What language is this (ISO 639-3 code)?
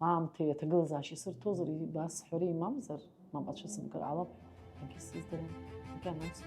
abk